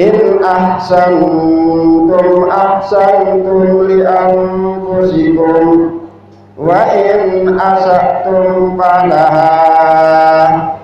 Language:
Sasak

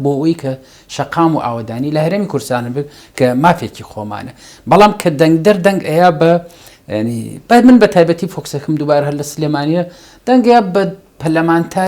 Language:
Central Kurdish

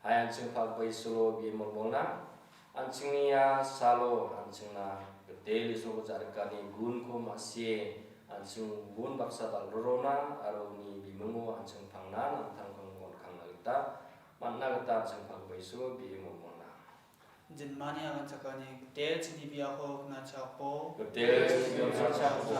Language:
Garo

